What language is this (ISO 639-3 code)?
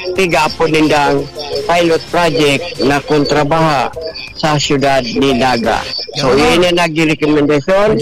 bik